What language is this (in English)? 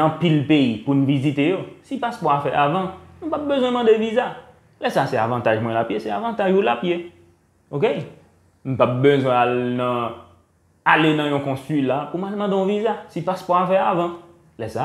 Haitian Creole